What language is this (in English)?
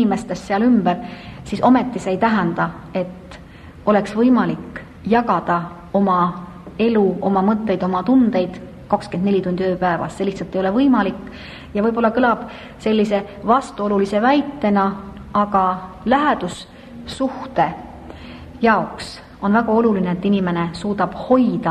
Estonian